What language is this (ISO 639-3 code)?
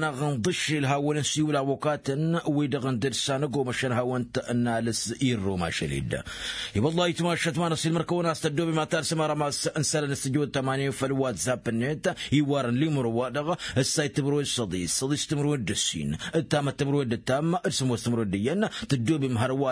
taq